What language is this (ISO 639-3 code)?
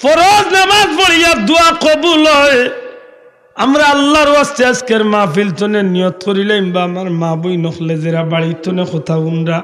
syl